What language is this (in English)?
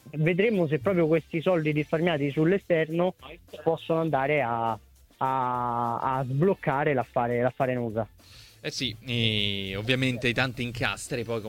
Italian